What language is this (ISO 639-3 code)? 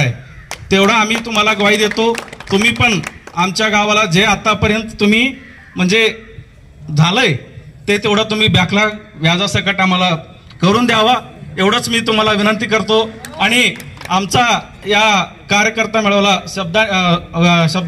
mar